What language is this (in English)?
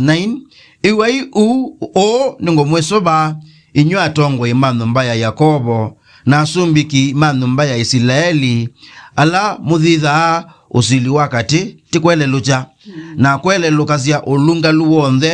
Kamba